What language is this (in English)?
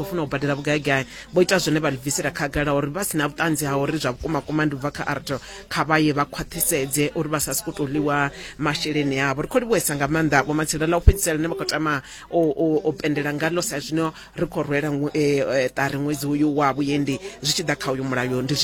Venda